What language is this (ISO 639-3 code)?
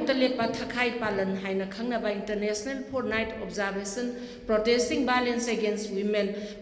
mni